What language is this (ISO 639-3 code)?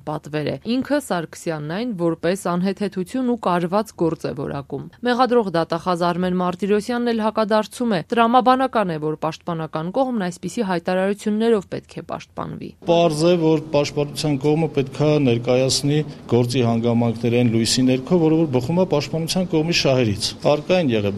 hye